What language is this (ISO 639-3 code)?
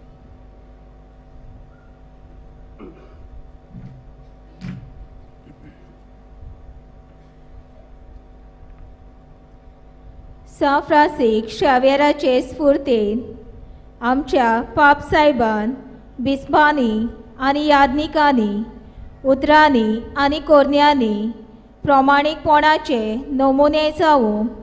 kok